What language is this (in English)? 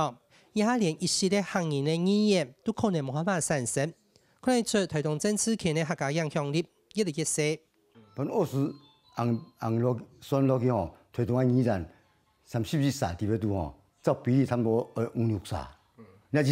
Hakka Chinese